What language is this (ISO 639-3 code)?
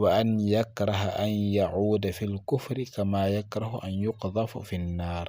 ful